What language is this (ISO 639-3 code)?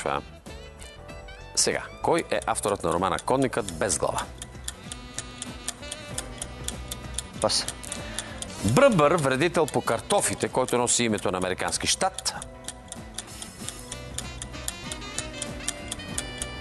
bul